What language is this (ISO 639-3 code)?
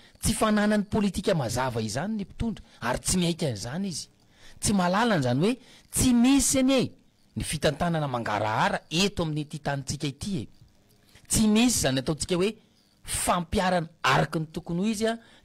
mlg